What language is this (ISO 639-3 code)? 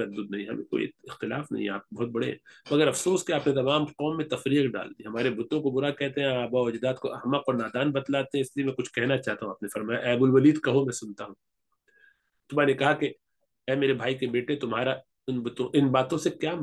urd